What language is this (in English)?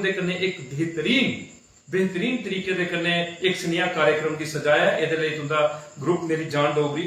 Dogri